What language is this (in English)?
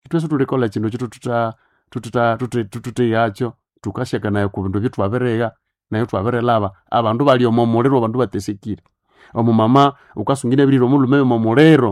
Nande